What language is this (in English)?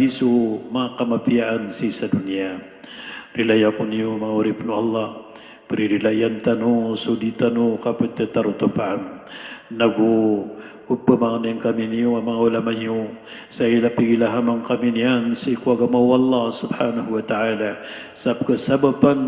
Maranao